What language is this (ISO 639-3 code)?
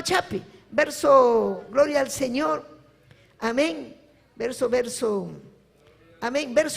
quy